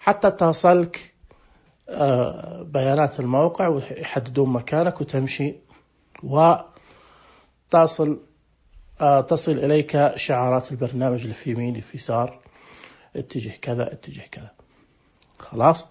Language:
Najdi Arabic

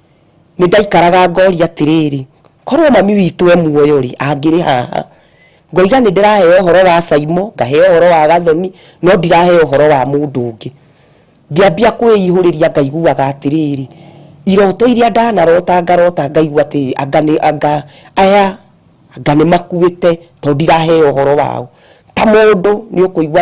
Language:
Kikuyu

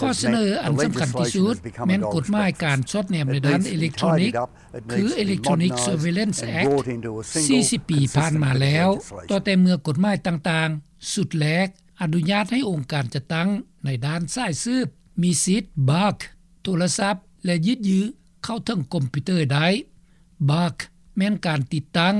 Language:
Lao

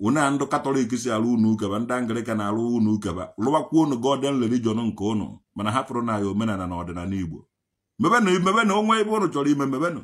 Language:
Igbo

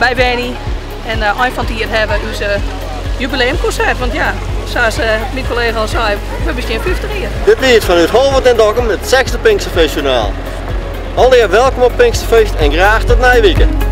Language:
Western Frisian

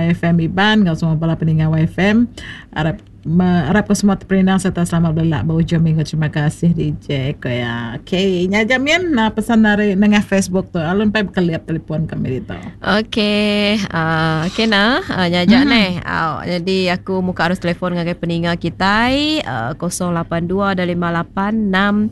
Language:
Iban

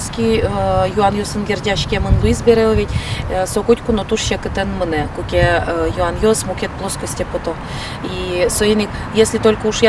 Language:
Udmurt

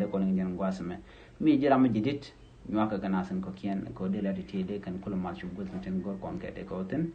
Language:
Nuer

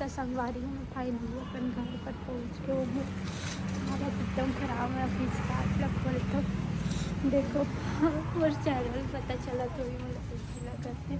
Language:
Chhattisgarhi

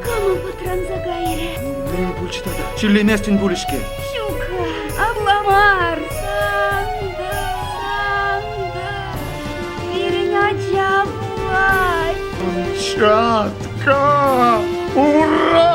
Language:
Chuvash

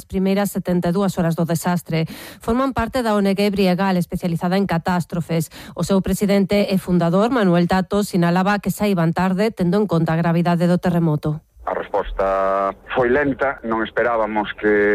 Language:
Galician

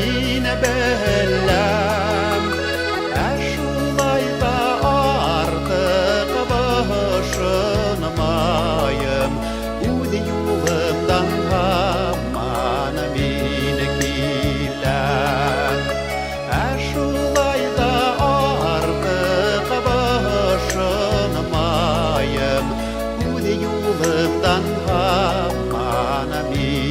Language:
Bashkir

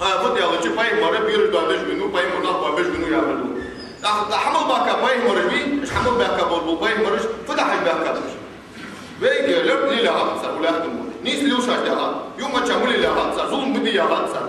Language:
Ingush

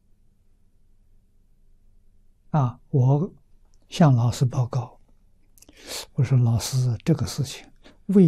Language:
Chinese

